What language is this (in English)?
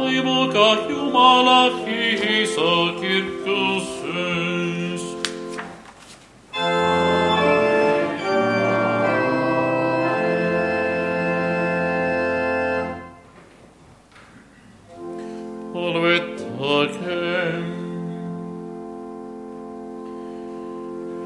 Estonian